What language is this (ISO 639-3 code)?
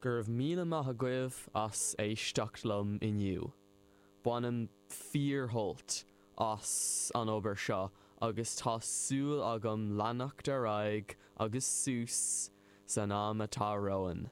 gle